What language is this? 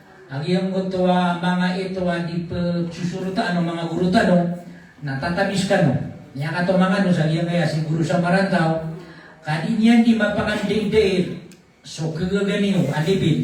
Maranao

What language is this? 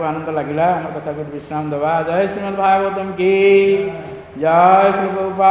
Odia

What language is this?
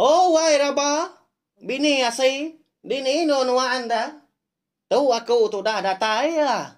Iban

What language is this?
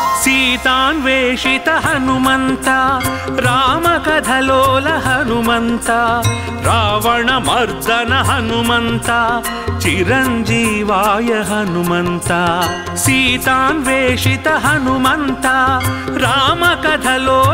Telugu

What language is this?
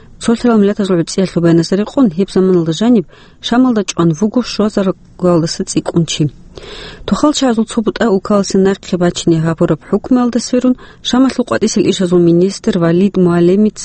Avaric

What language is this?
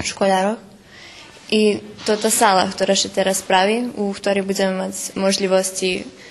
Rusyn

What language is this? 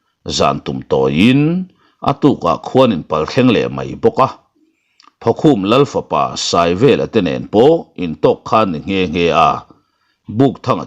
Mizo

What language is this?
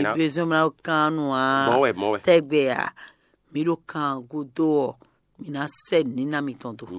Fon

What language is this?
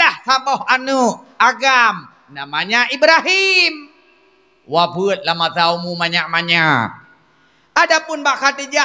Achinese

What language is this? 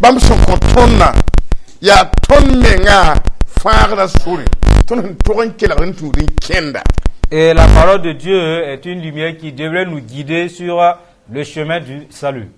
Mossi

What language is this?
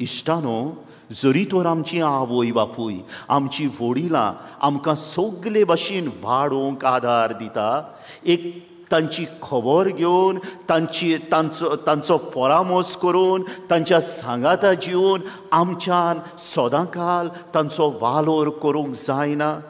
Konkani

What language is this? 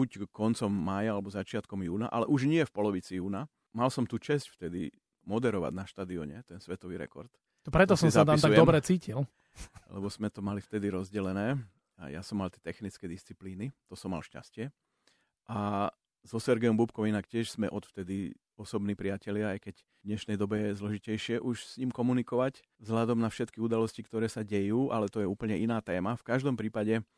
Slovak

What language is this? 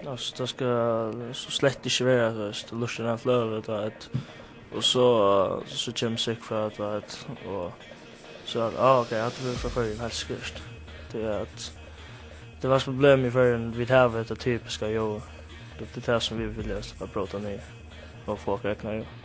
Faroese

